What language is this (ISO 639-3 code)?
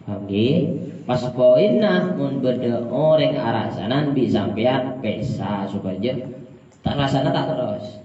mad